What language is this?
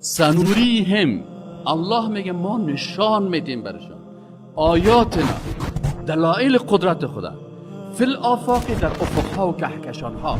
Persian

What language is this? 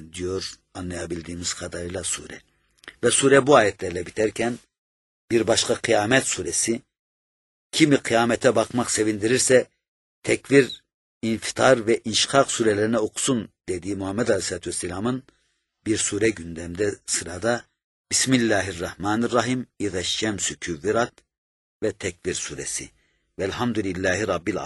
Turkish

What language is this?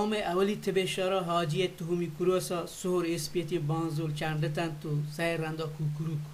Baluchi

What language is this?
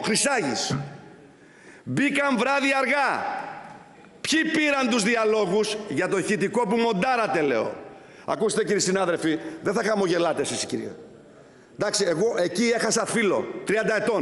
Greek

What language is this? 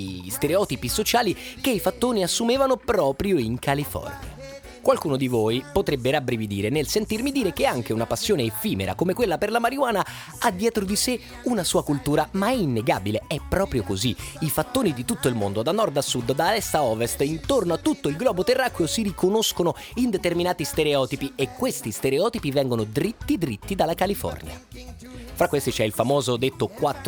Italian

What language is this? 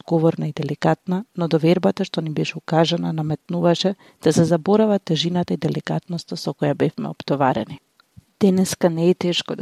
Macedonian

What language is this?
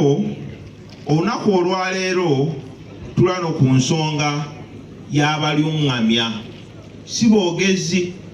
Ganda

